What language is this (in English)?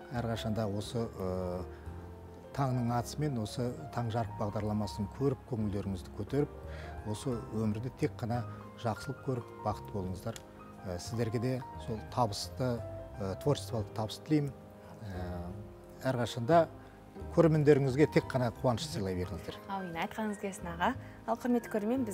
Kazakh